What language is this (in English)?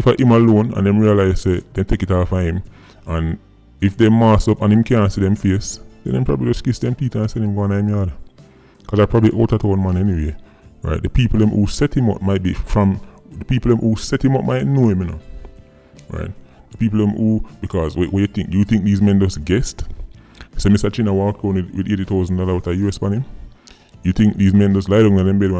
Jamaican Creole English